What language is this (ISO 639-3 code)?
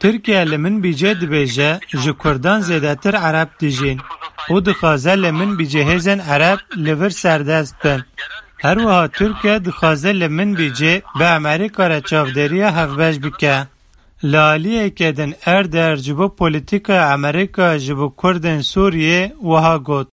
kur